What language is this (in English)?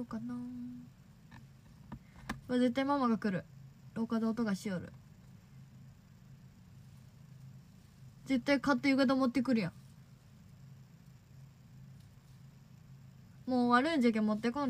Japanese